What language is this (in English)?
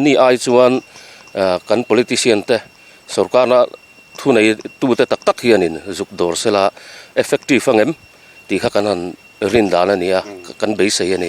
Mizo